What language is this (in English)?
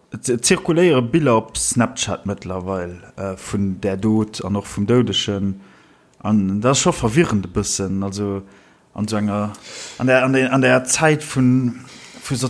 Luxembourgish